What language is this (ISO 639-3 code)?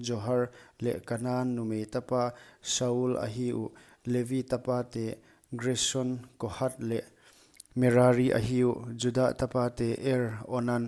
pck